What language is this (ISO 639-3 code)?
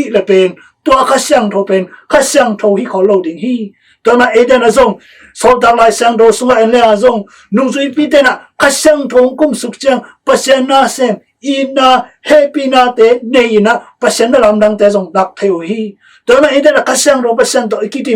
ctd